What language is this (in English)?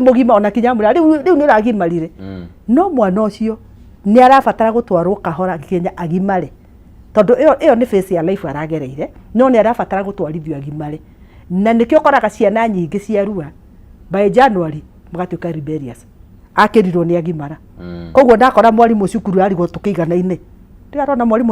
Kikuyu